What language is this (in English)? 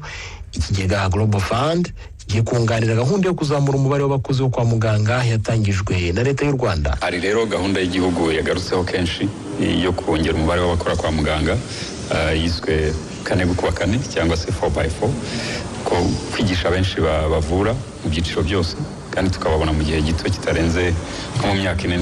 Kinyarwanda